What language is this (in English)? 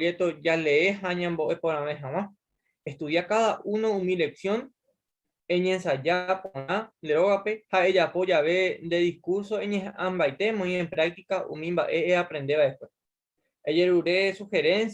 Guarani